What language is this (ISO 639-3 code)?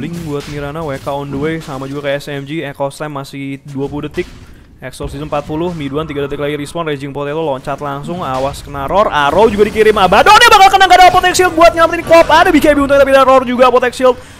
ind